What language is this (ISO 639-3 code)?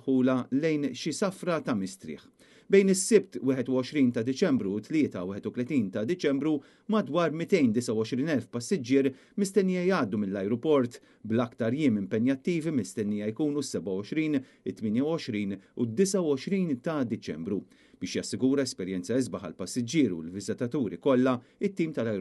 mlt